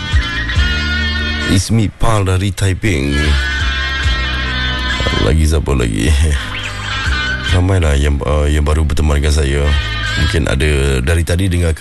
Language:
Malay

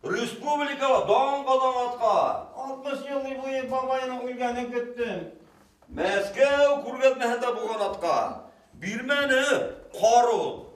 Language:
Bashkir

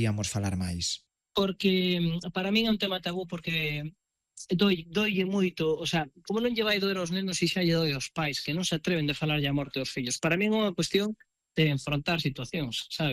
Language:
Galician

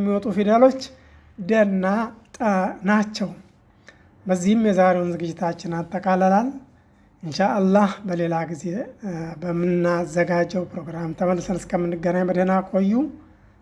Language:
Amharic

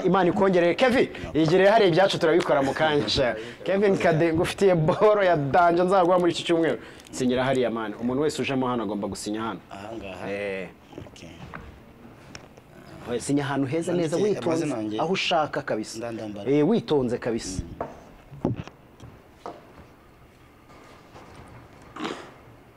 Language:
Kinyarwanda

